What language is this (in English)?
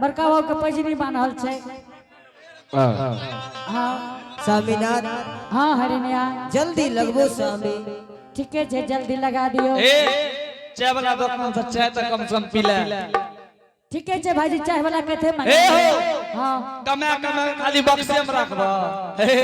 Angika